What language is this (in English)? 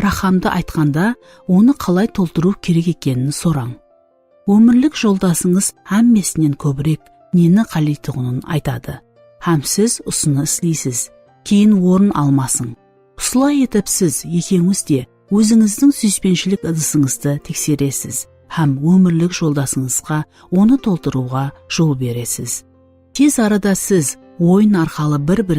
Kara-Kalpak